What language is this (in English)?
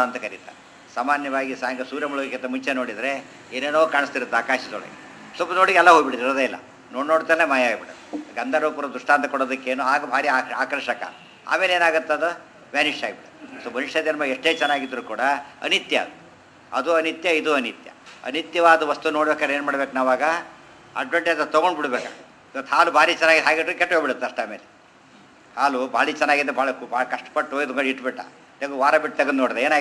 Kannada